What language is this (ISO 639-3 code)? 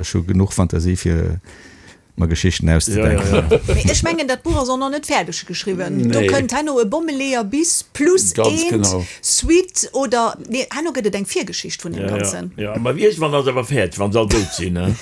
ltz